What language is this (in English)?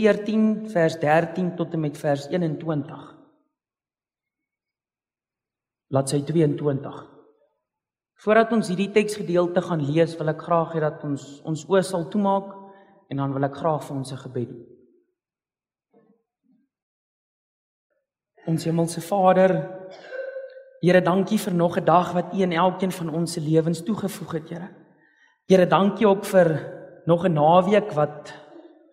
Afrikaans